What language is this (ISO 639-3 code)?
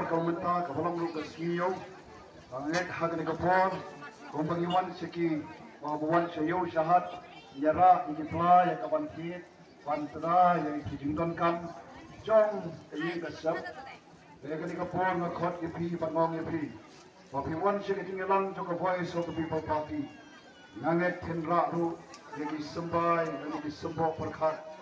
kha